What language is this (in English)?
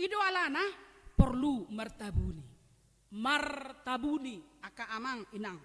Batak Toba